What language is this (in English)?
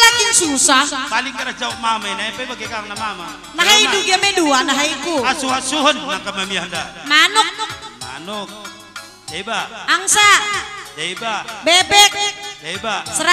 Batak Karo